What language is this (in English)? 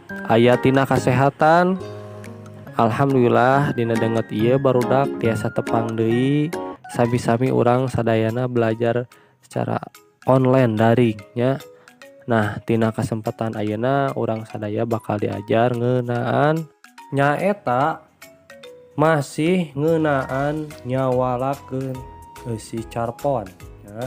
Sundanese